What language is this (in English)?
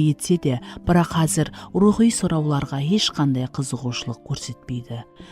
Kara-Kalpak